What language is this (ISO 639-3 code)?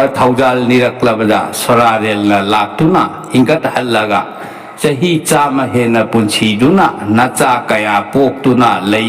mni